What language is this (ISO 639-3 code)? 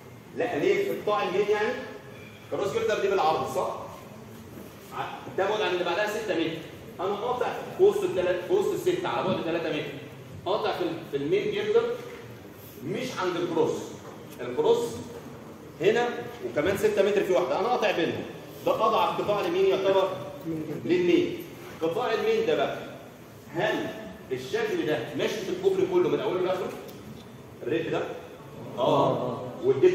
arz